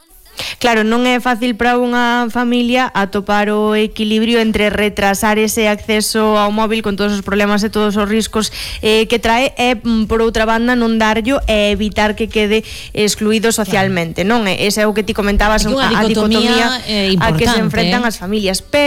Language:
Galician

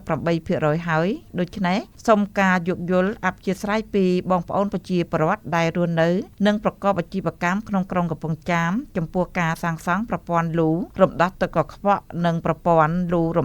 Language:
Khmer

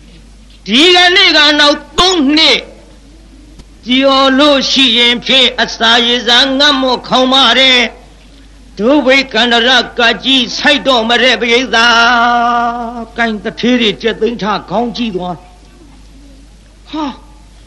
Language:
Burmese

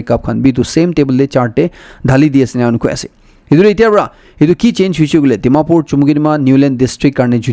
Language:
Naga Pidgin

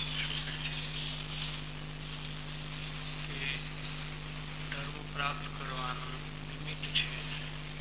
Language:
Gujarati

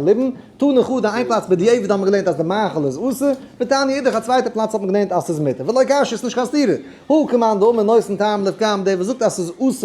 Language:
Yiddish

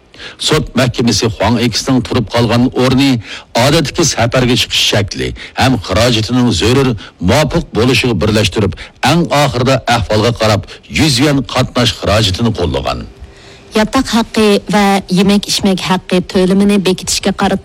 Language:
Uyghur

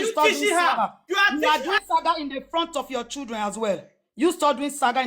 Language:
Nigerian Pidgin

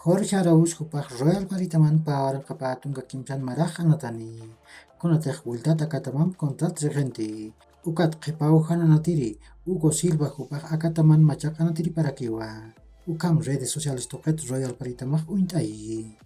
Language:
Aymara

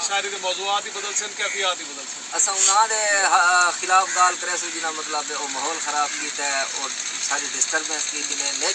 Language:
Saraiki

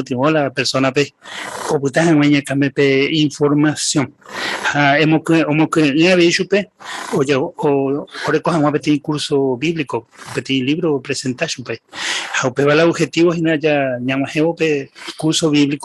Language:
Guarani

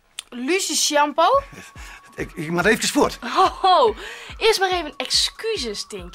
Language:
Western Frisian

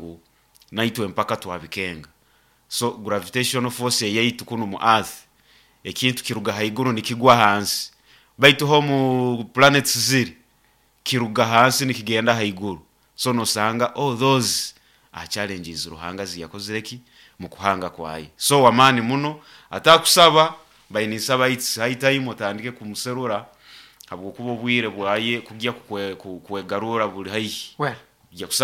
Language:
Nyoro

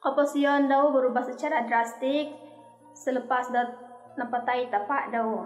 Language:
Central Dusun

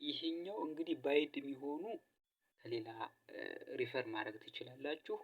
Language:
Amharic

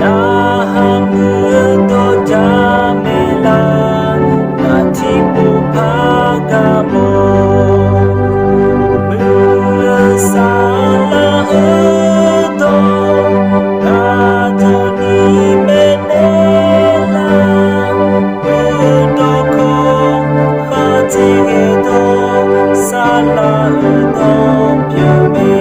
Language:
Akha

